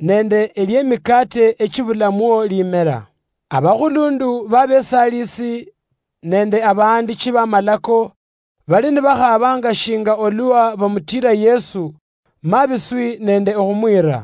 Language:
Luyia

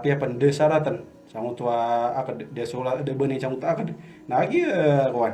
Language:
Maranao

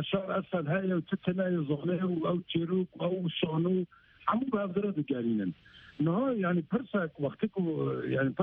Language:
Kurdish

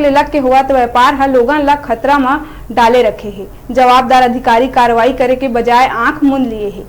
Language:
Chhattisgarhi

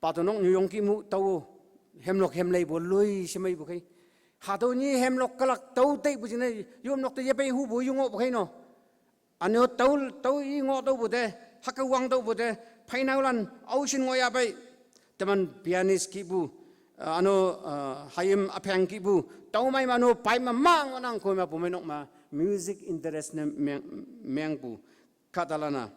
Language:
Konyak Naga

